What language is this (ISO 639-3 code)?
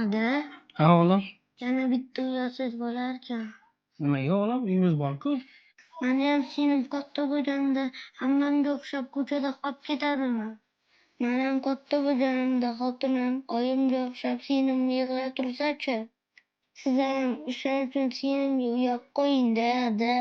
uzb